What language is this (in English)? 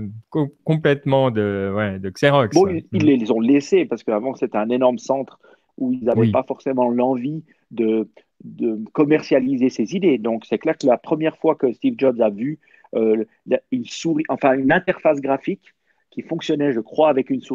French